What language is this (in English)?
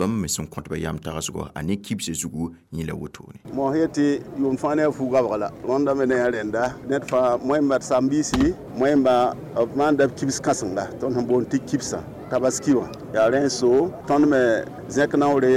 Mossi